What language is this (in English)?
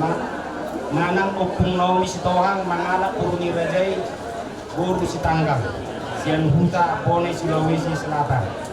Batak Toba